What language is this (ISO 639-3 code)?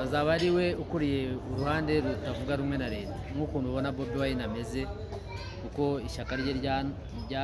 kin